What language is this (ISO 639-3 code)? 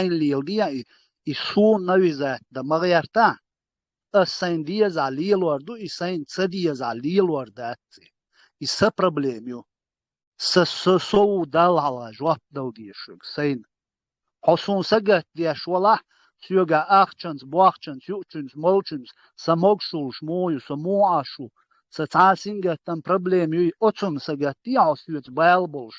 che